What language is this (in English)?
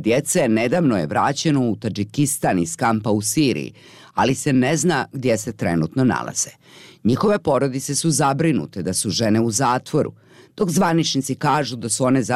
Bosnian